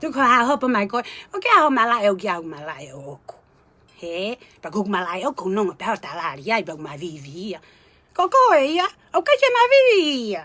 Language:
Tongan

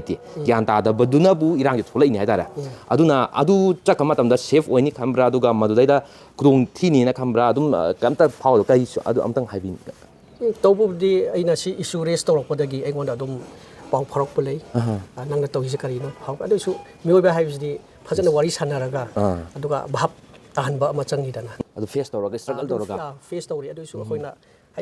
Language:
Manipuri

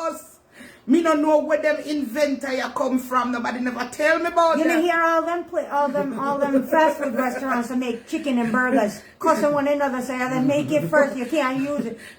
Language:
Jamaican Creole English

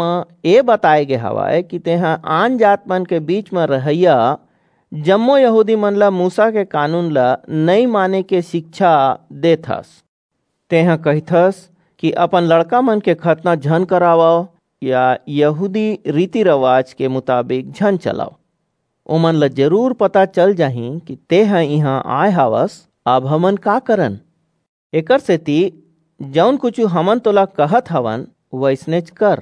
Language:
Chhattisgarhi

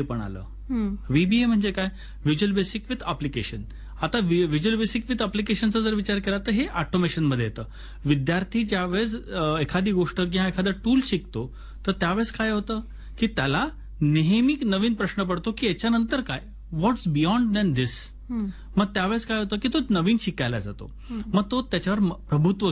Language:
Marathi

